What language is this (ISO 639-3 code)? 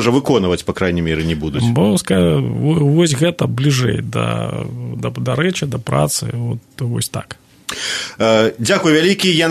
bel